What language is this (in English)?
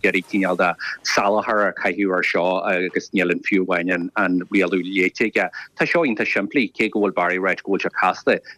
Irish